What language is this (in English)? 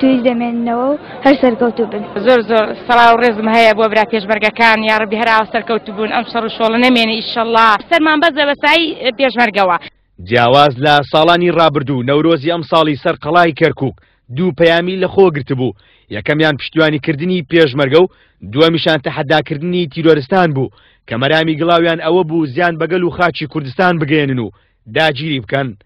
Central Kurdish